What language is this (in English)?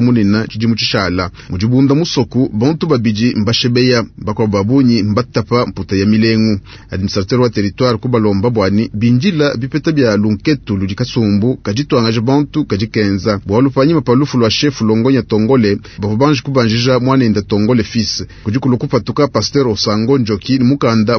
Luba-Lulua